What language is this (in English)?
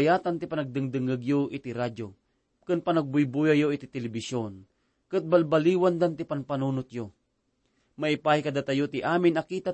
Iloko